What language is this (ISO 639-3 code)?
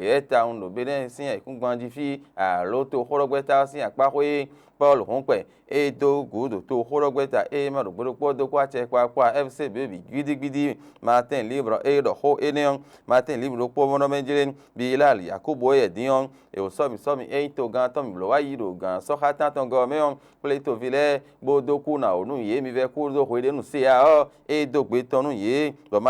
fon